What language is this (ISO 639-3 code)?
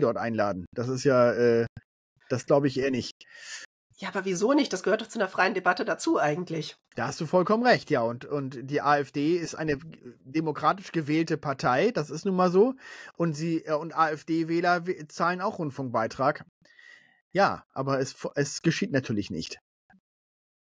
deu